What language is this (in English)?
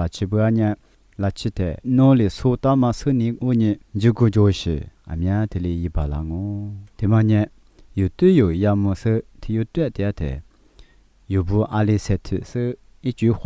Lisu